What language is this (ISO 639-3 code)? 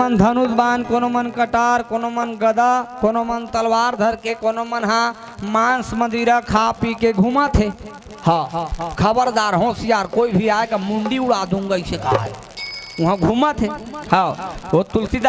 hne